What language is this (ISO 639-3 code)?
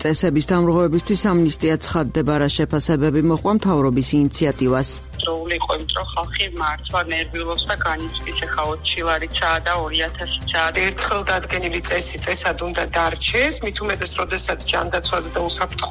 kat